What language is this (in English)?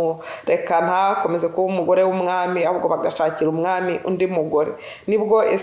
Kinyarwanda